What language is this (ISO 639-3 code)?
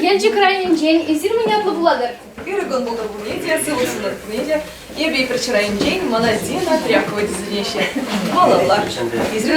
chv